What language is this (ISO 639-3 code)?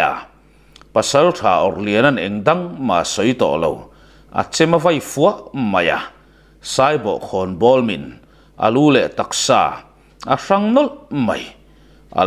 lus